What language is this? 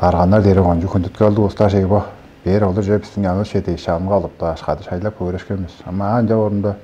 Tuvinian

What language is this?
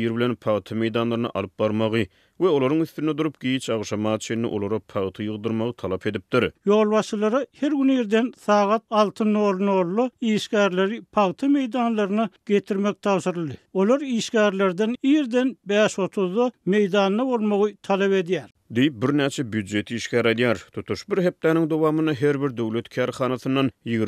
Turkmen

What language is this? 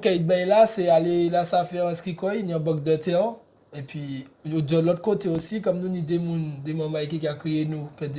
Guadeloupean Creole French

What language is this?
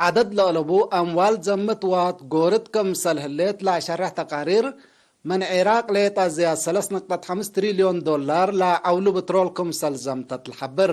Tigre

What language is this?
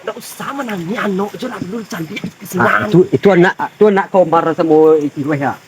Minangkabau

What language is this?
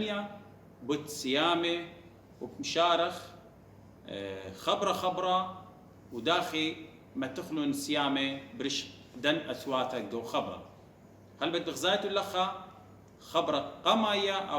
Assyrian Neo-Aramaic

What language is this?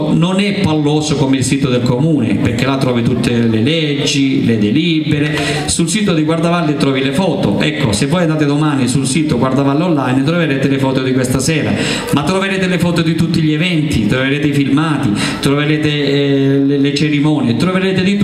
Italian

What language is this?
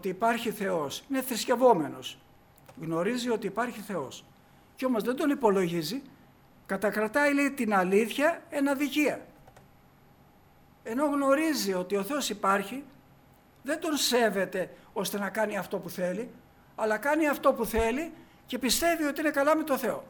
Greek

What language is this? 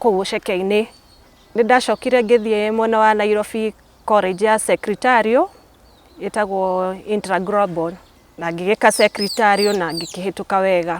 Kikuyu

